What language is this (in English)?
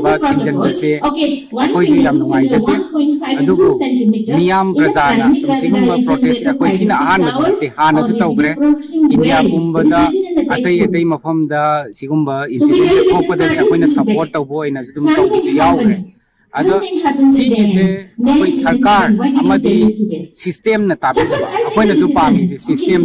Manipuri